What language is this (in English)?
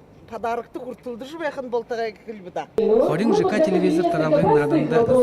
Buriat